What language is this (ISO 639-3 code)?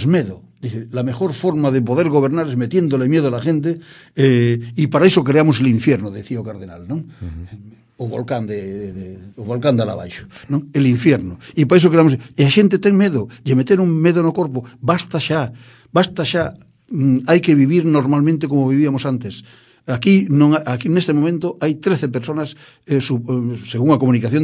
glg